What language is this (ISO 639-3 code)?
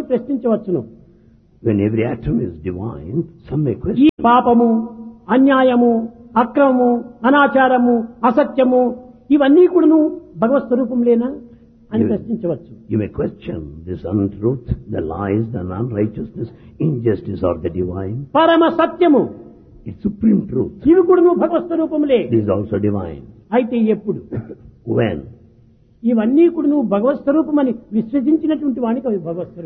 tel